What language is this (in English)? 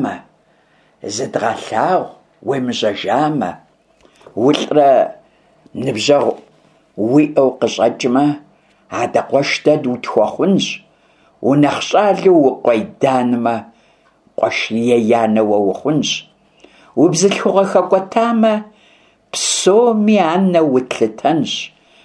Kabardian